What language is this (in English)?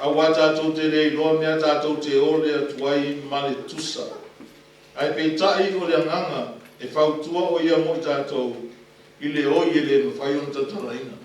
Samoan